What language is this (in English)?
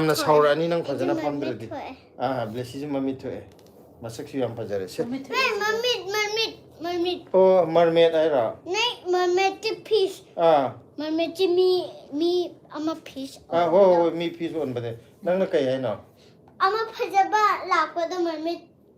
Manipuri